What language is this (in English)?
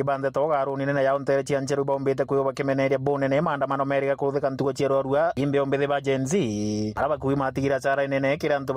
Meru